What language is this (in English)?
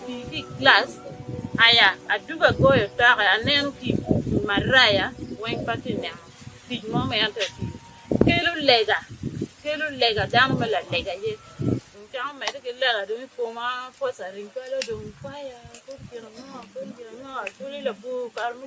Acoli